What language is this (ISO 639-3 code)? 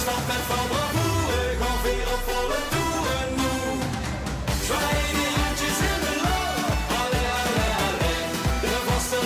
lim